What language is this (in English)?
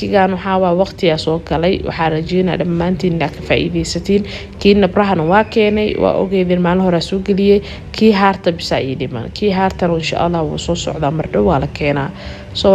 Somali